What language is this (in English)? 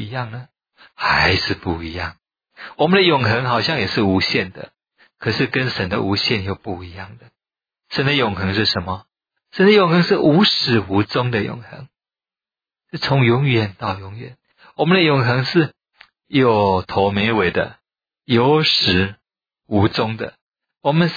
Chinese